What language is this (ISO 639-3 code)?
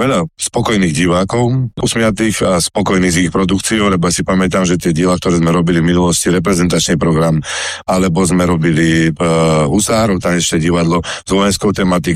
slk